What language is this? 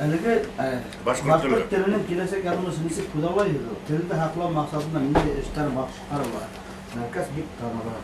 Bashkir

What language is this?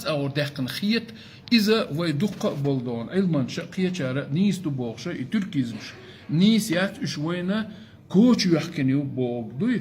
Chechen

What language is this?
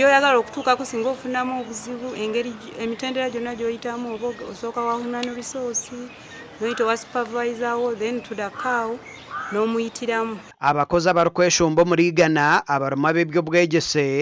Nyankole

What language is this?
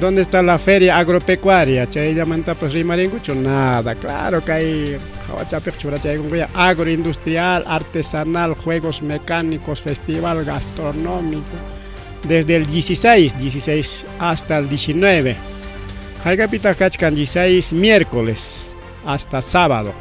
Ayacucho Quechua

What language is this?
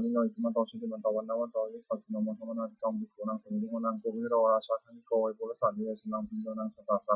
Pali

